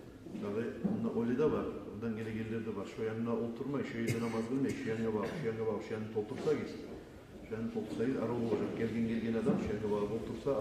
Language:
Kumyk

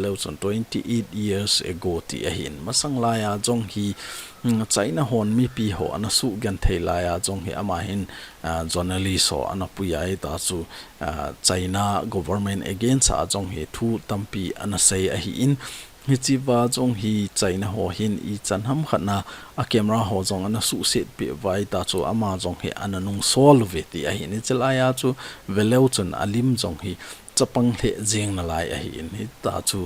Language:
Thado Chin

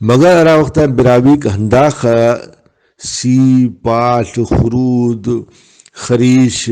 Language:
Brahui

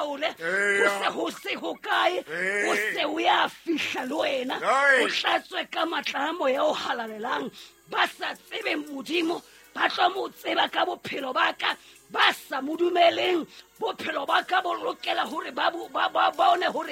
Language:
Southern Sotho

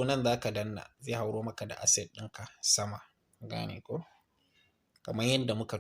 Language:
Hausa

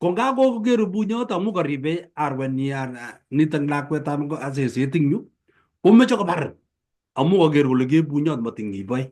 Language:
Kalenjin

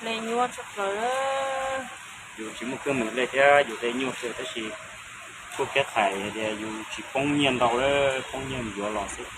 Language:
Hmong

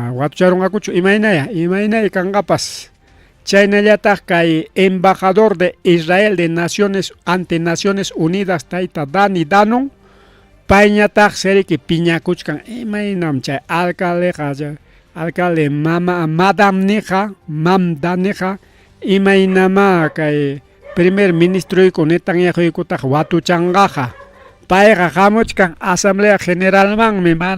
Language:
Ayacucho Quechua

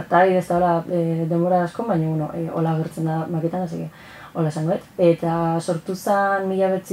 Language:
Basque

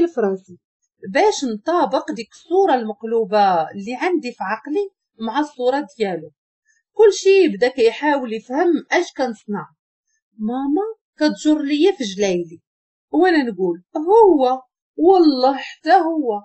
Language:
Moroccan Arabic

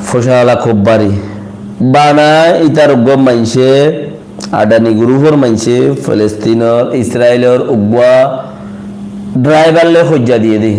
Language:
Rohingya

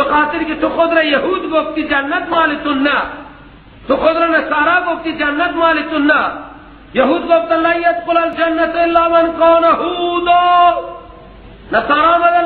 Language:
Persian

